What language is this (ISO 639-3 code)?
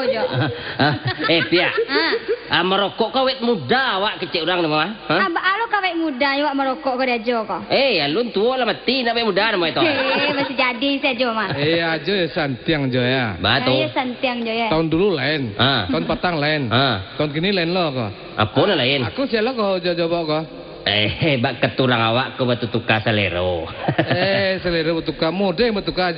min